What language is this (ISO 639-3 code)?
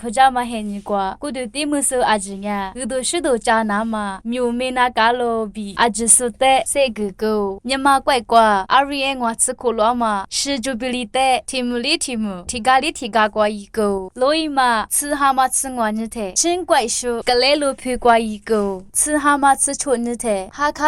lis